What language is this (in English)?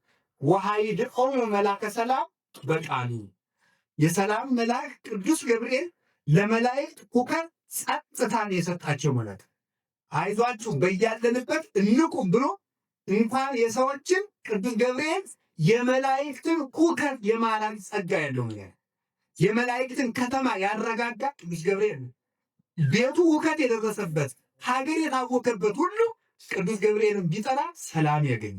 Amharic